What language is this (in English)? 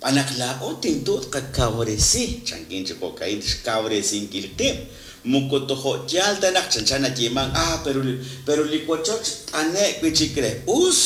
Kekchí